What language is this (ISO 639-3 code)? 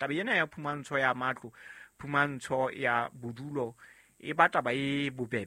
sot